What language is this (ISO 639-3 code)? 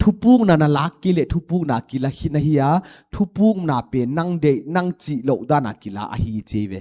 pck